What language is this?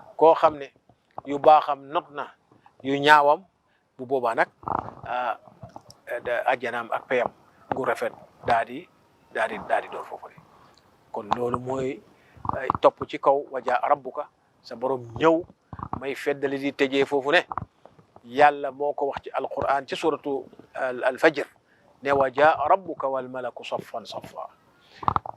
Wolof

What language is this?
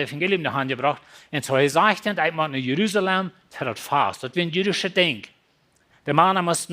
Plautdietsch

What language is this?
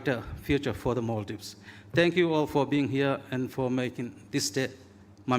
Divehi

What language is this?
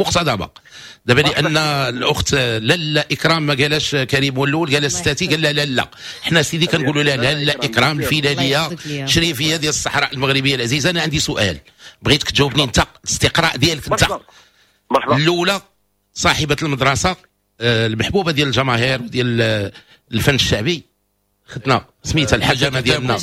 Moroccan Arabic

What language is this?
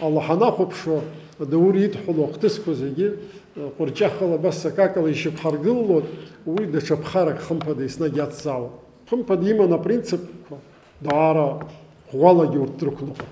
Abkhazian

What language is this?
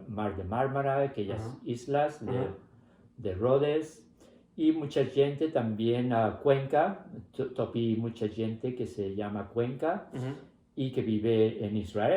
Ladino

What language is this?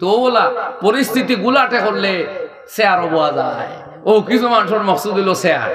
Sylheti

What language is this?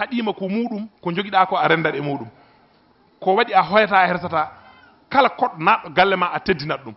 Fula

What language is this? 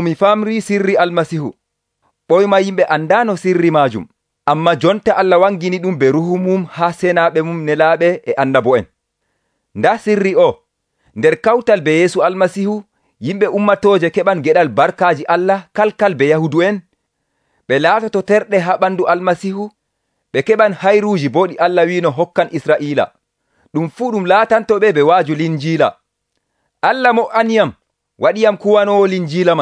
Nigerian Fulfulde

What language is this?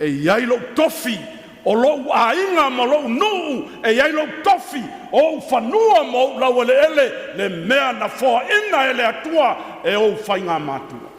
Samoan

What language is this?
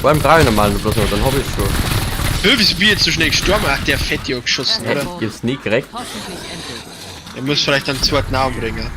Bavarian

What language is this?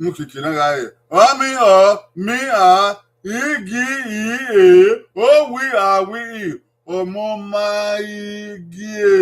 Bini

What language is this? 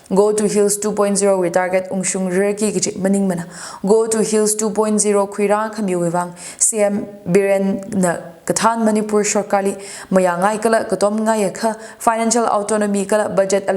Tangkhul Naga (India)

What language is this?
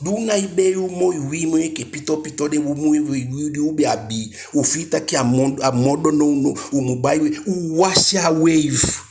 Eastern Maroon Creole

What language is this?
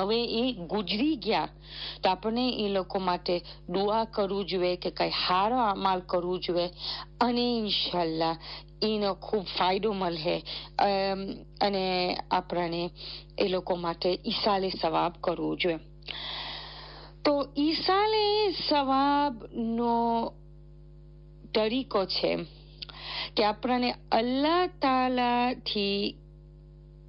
Gujarati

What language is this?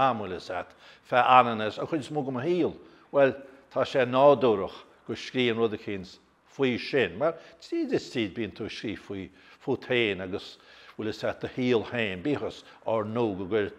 Irish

